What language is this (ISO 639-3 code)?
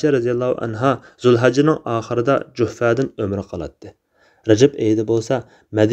uig